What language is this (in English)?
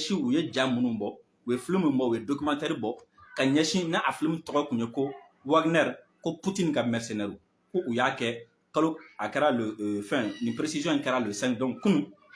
Bambara